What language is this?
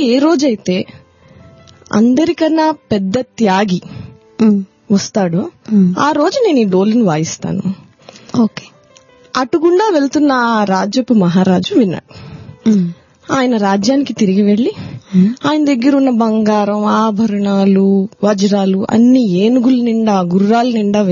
Telugu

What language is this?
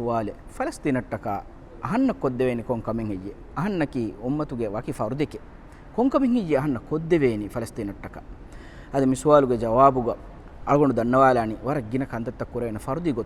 Divehi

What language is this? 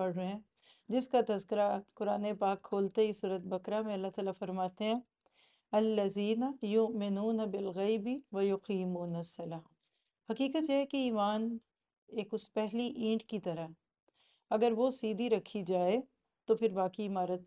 Urdu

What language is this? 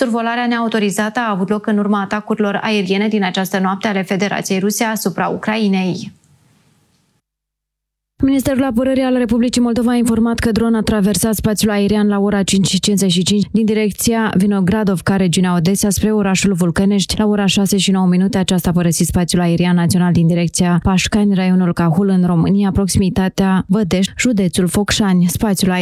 Romanian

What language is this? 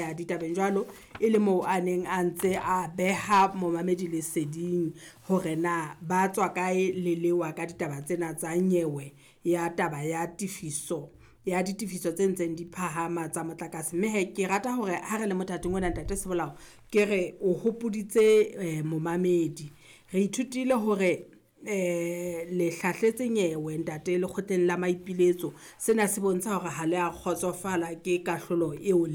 Southern Sotho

